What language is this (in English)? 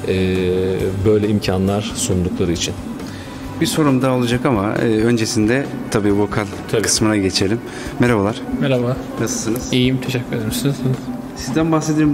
Turkish